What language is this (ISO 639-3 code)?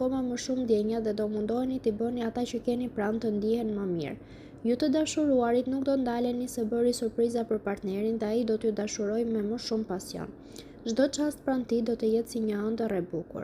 sqi